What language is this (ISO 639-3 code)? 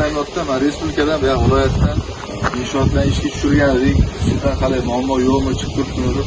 uzb